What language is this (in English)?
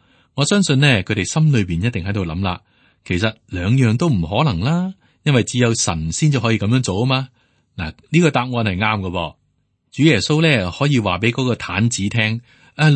Cantonese